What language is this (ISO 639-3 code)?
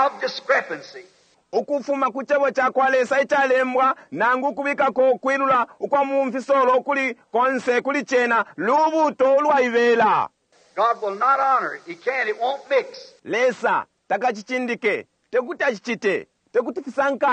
bem